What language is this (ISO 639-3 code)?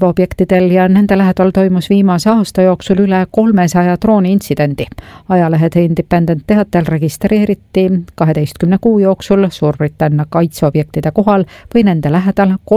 est